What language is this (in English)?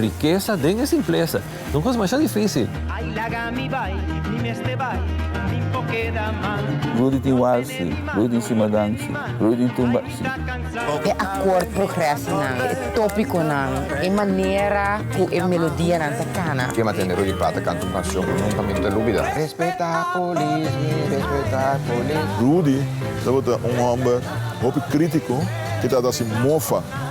Papiamento